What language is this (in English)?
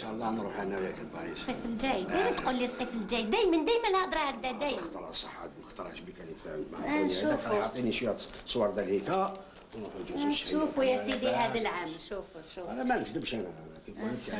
Algerian Arabic